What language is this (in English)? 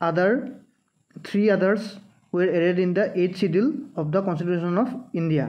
Assamese